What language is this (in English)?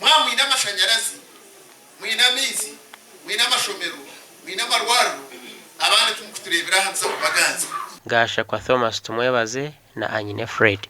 Nyankole